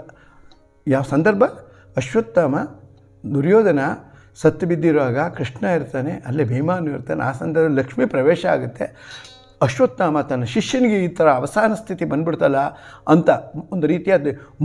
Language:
Kannada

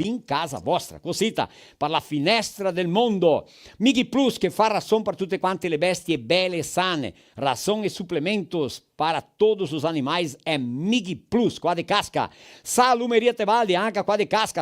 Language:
Venetian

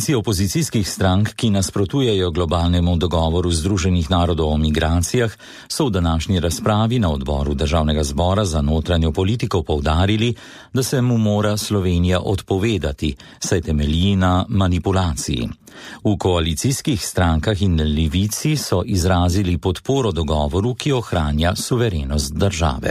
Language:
Slovenian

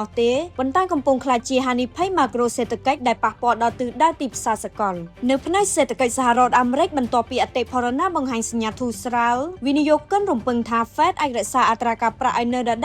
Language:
Khmer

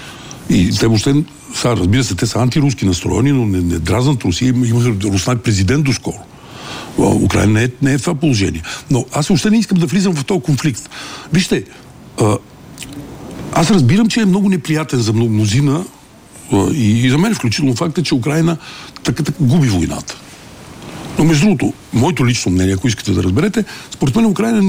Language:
Bulgarian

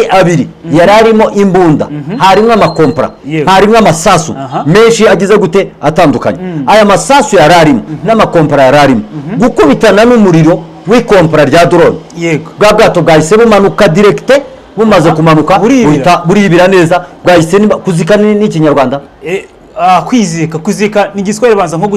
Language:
Kinyarwanda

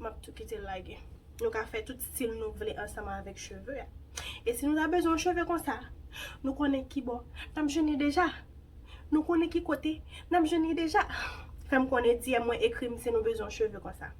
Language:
Haitian Creole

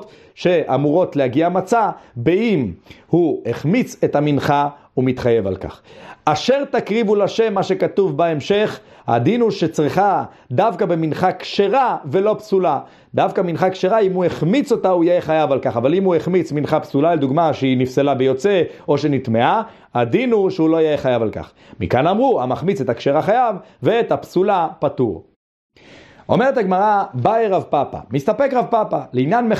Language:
Hebrew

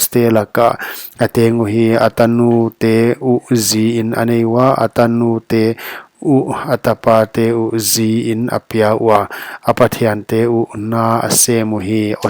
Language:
Paite Chin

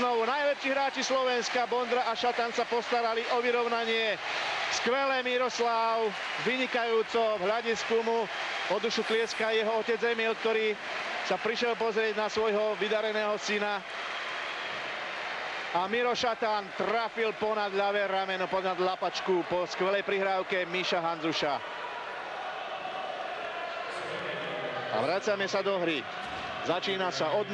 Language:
Slovak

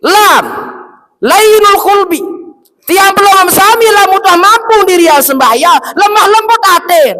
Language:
Sasak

